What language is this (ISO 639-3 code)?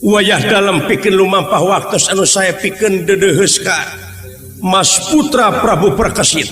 sun